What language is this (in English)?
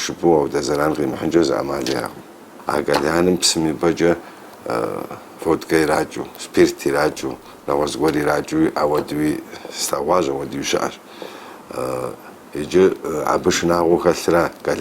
Kabardian